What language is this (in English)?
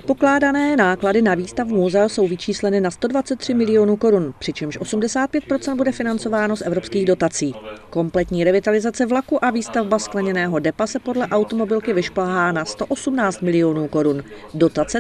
Czech